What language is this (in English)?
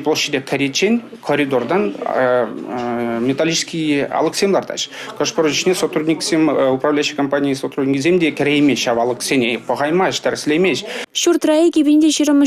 Chuvash